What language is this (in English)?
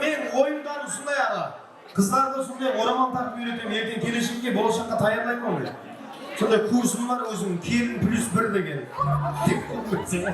Kara-Kalpak